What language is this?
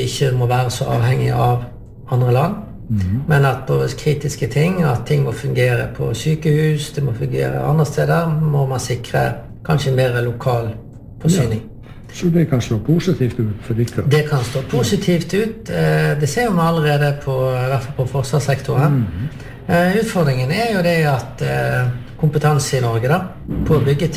Norwegian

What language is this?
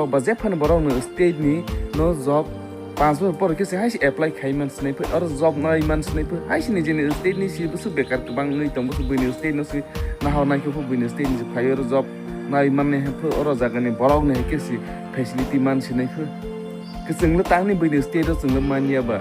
Kok Borok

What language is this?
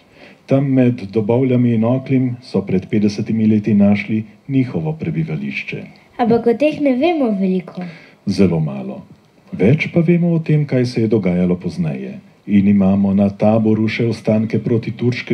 Slovenian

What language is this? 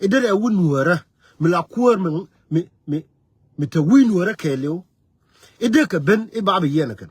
Nuer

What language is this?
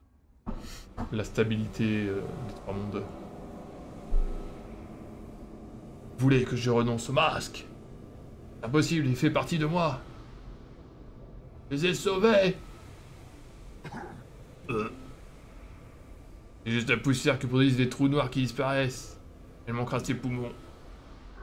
French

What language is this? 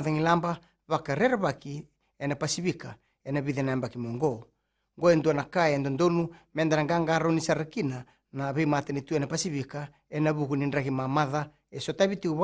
Fijian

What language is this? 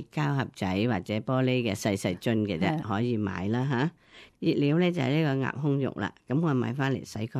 Cantonese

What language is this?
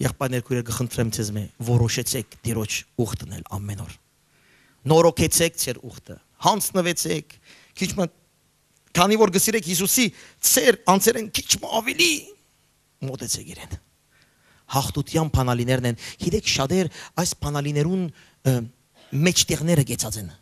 Western Armenian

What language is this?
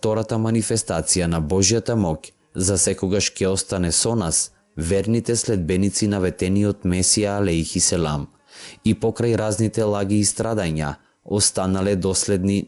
Macedonian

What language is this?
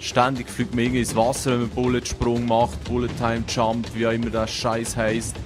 Swiss German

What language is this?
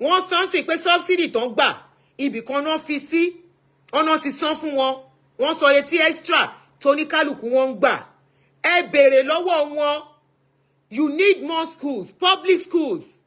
Yoruba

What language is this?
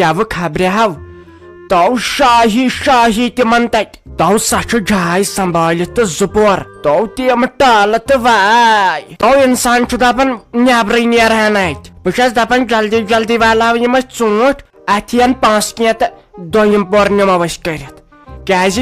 Kashmiri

